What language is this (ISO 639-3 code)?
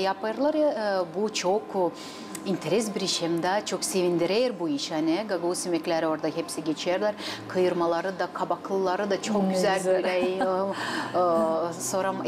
gag